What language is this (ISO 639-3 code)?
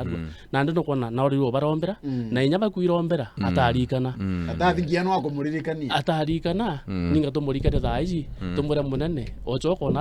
mer